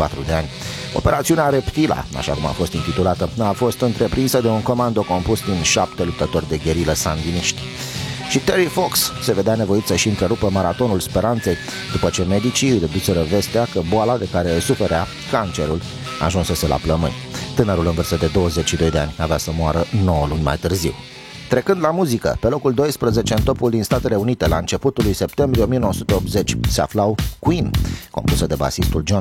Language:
Romanian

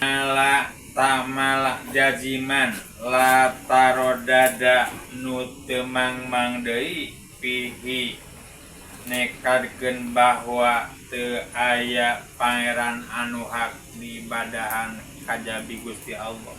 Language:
Sundanese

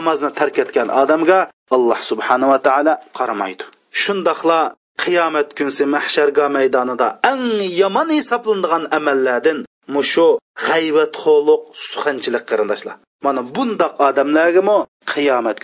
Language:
Uyghur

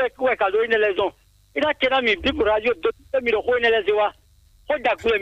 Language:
Fon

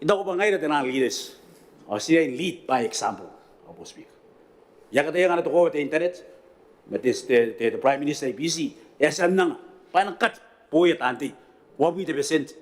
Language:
Gilbertese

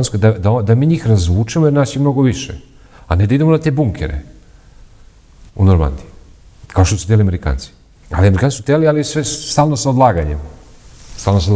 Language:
Serbian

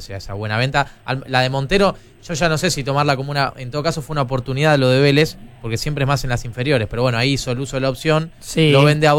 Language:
Spanish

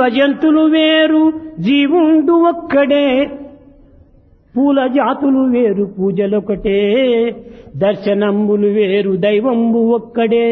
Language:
Telugu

